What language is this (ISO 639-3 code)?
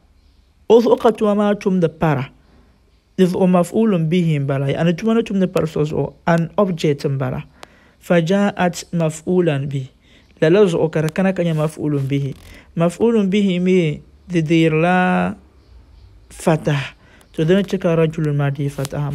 dag